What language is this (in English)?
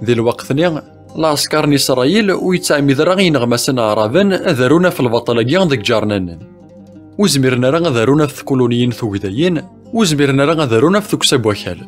Kabyle